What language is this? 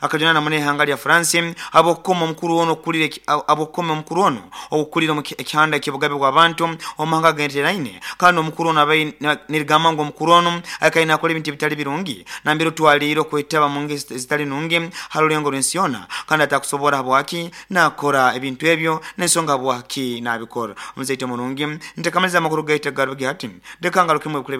Nyoro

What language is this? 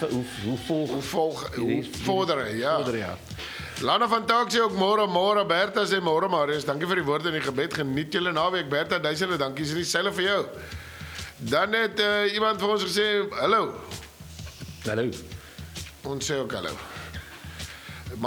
Afrikaans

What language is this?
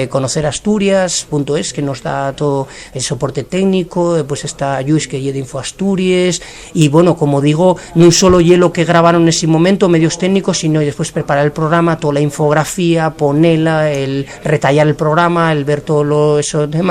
Asturian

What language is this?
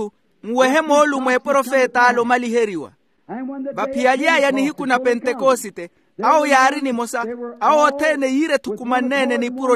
Makhuwa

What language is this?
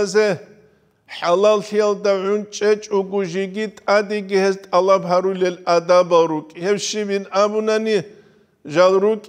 Avaric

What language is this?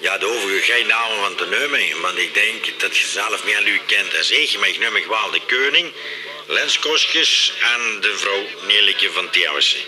Limburgish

